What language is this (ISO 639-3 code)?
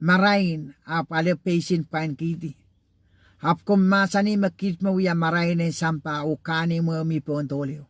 pon